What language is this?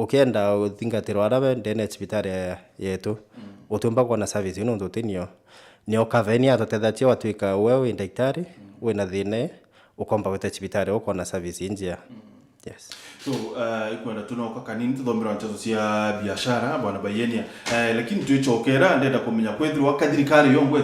Meru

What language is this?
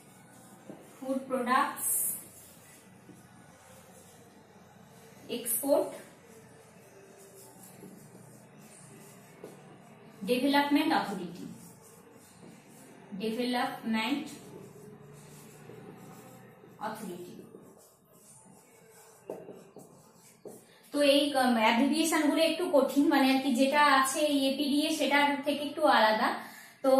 Bangla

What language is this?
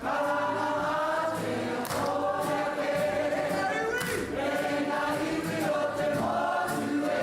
Māori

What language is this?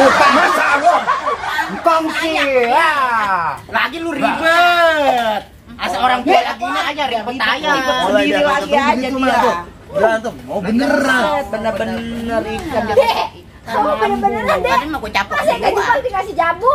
Betawi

